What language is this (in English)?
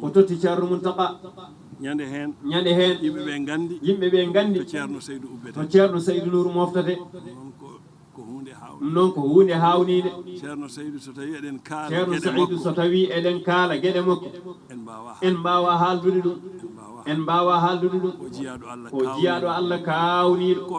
Fula